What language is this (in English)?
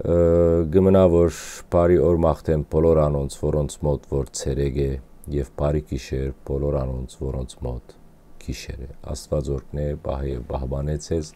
Western Armenian